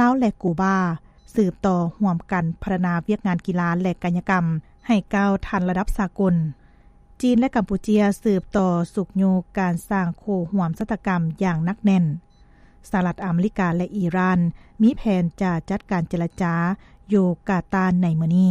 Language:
Lao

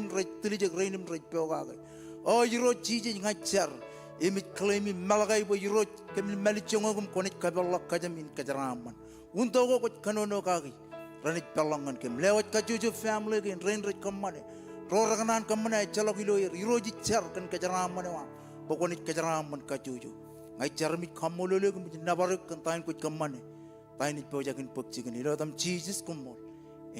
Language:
Marshallese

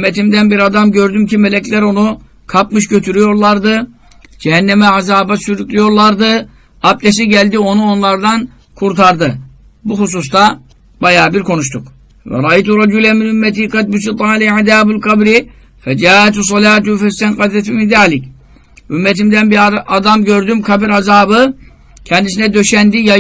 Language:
Turkish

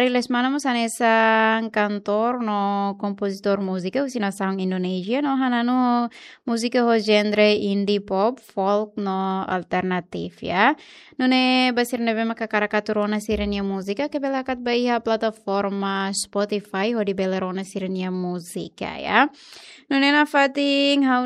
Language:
Tetum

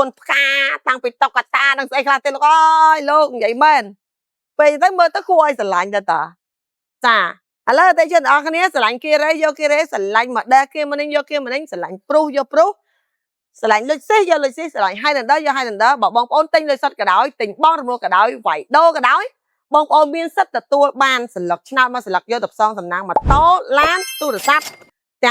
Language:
Khmer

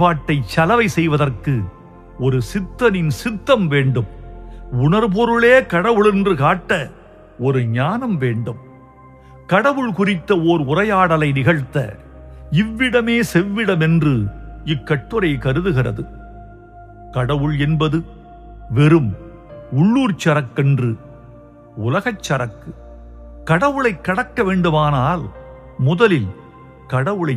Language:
Tamil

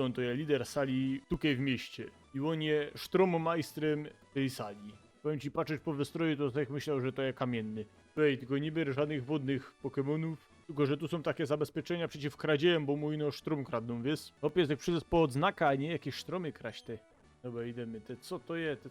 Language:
Silesian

